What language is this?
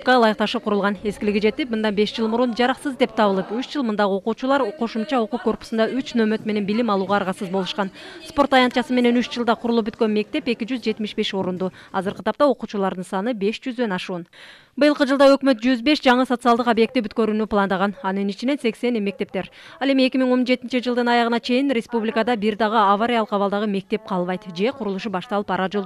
Kyrgyz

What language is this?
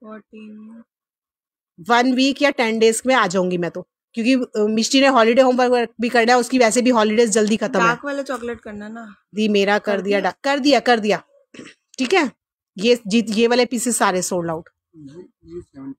Hindi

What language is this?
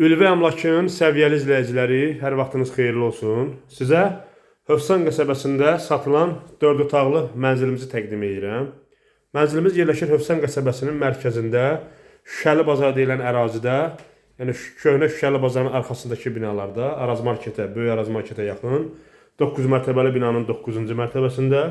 Azerbaijani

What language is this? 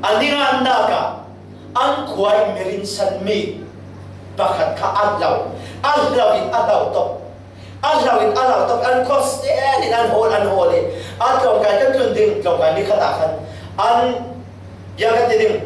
Falam Chin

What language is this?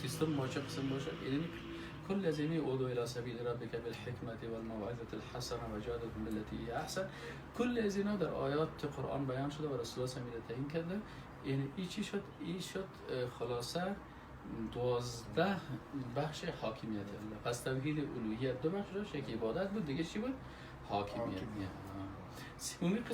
Persian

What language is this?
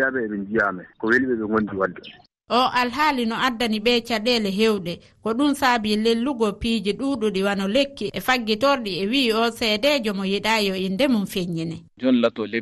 Fula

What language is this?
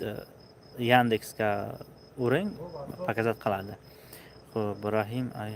Tajik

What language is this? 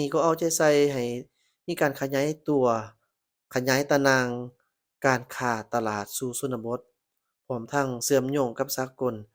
Lao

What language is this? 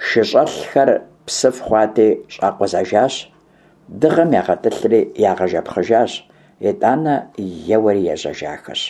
Kabardian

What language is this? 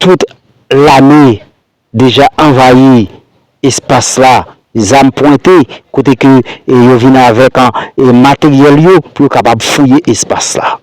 Haitian Creole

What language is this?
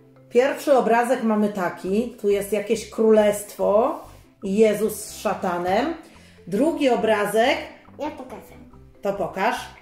Polish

